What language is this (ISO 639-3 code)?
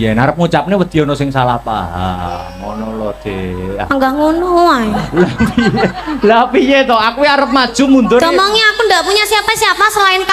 jav